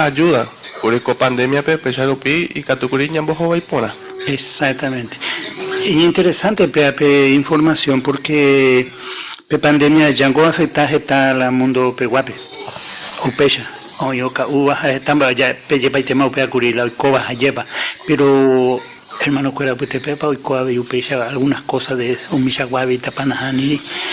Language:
Guarani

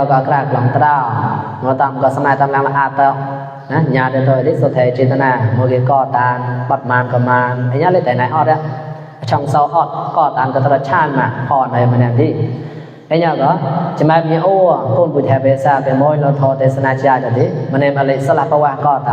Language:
Mon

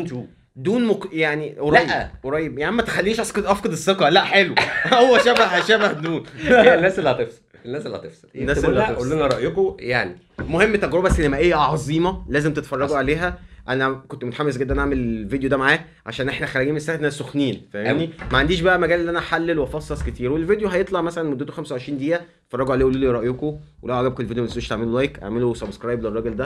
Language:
Egyptian Arabic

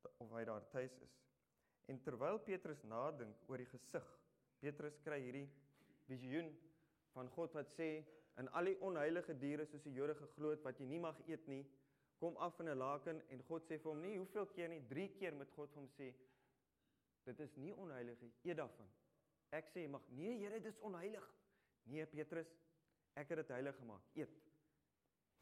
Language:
Afrikaans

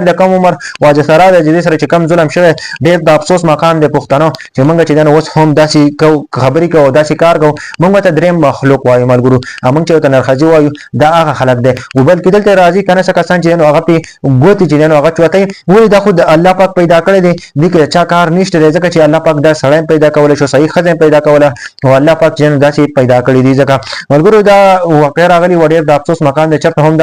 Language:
Pashto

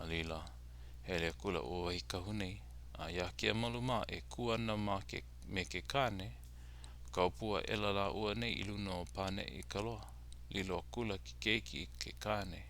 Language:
Hawaiian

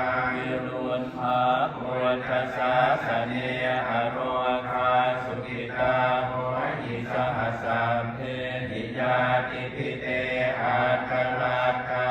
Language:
Pali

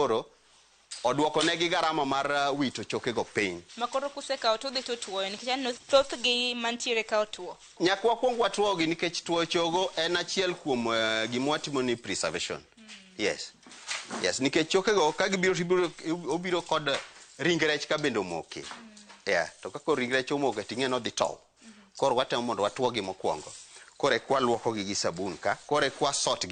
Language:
Luo (Kenya and Tanzania)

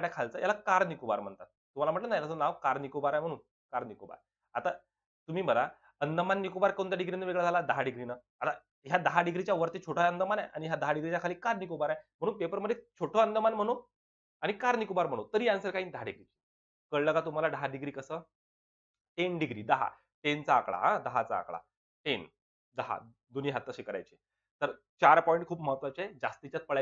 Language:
Marathi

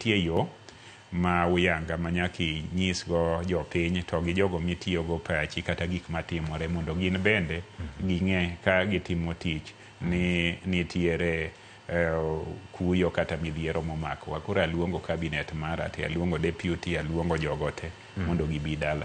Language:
Luo (Kenya and Tanzania)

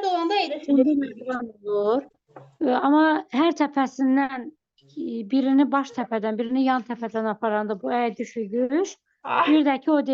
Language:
Azerbaijani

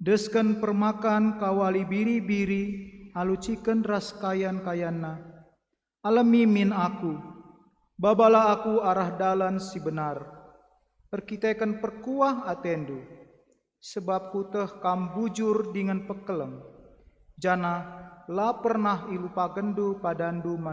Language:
Batak Karo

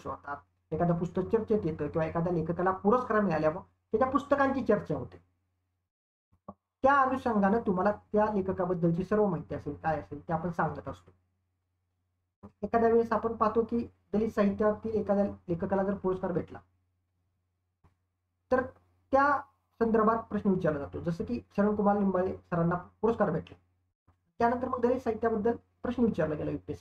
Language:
Marathi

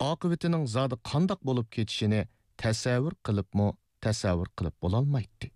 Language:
Uyghur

